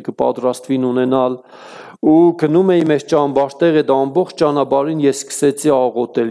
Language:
Armenian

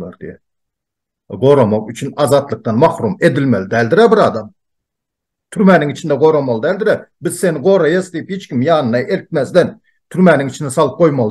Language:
Turkmen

